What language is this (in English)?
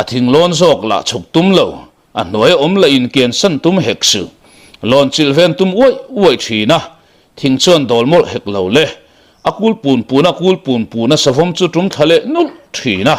Mizo